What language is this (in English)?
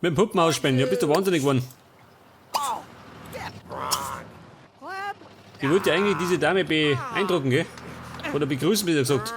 Bavarian